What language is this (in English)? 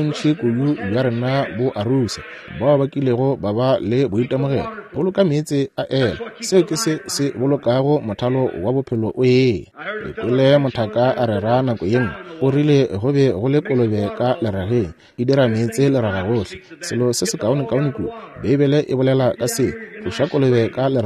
Northern Sotho